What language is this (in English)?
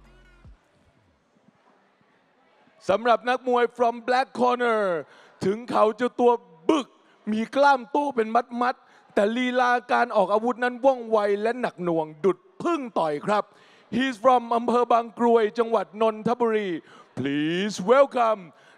Thai